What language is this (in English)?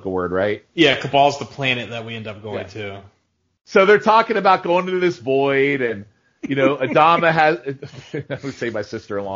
English